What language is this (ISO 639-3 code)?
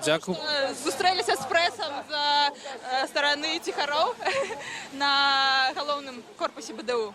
bel